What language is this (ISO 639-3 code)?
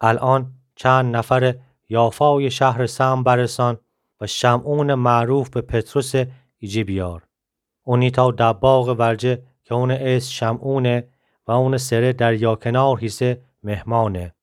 glk